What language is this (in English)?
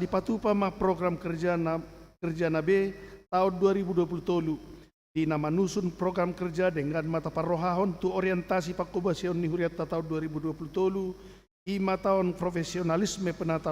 Batak Toba